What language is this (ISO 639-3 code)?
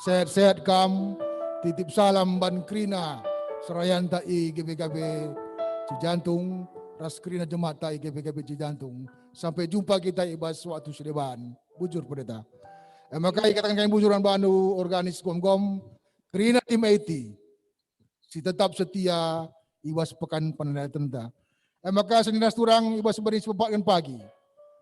btx